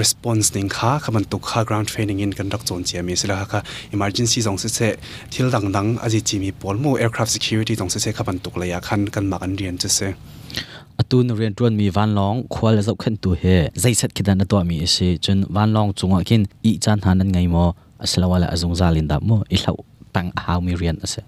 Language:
Hakha Chin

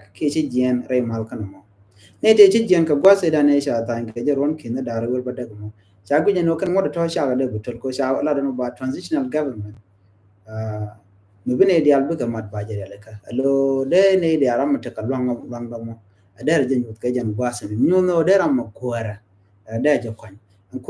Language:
Nuer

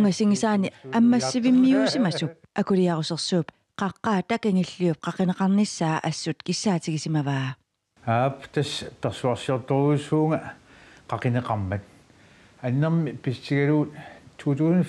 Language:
Kalaallisut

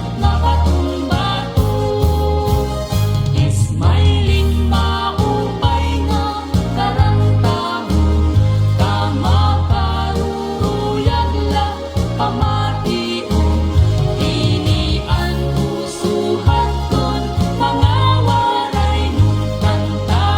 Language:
Waray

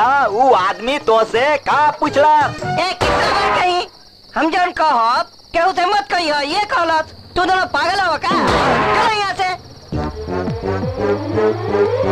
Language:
Bhojpuri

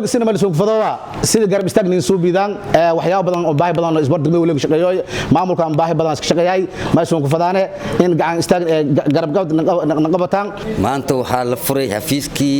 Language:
Somali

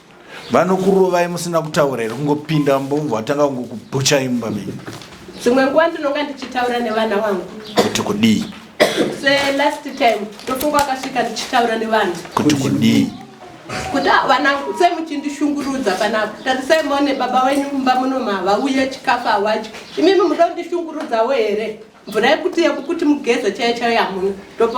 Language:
Shona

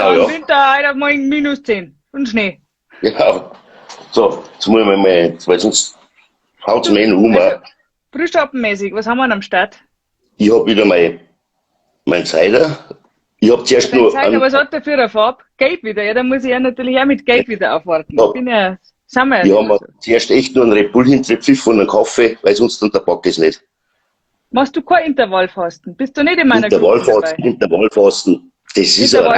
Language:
Bavarian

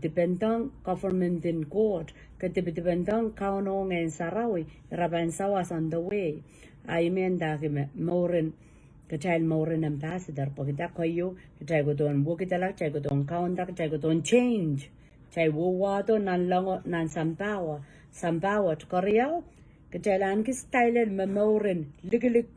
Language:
Pohnpeian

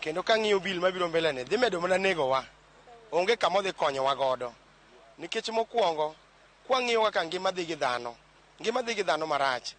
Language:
Luo (Kenya and Tanzania)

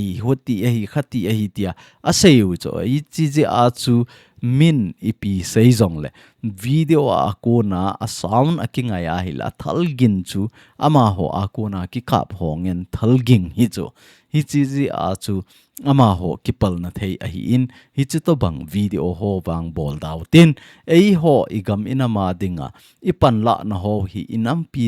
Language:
Thado Chin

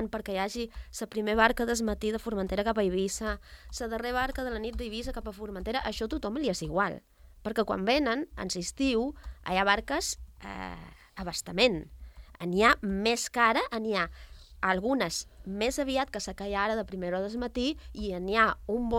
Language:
Catalan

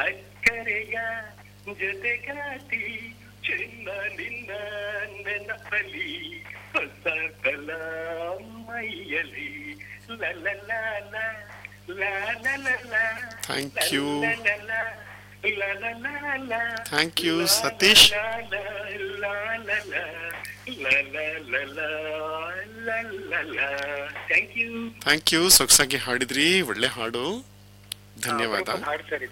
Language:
Kannada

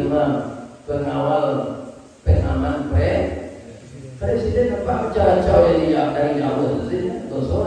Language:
Minangkabau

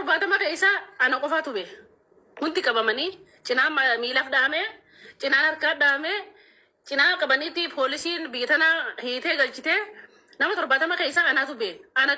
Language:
Oromo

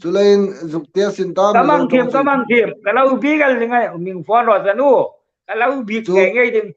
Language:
Hmar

